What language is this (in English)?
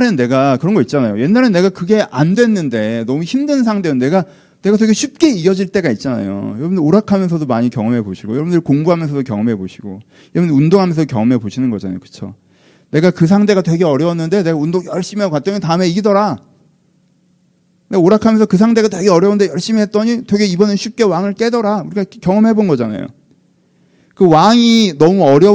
Korean